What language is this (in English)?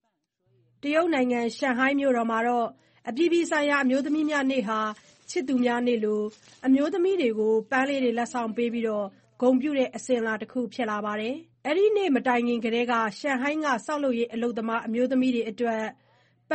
Burmese